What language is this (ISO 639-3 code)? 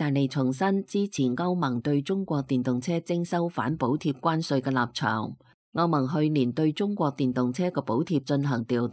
yue